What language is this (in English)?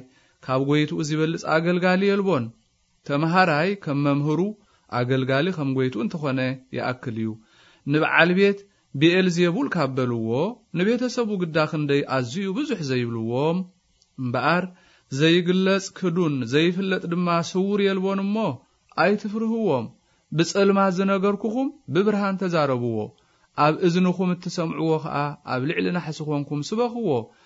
Tigrinya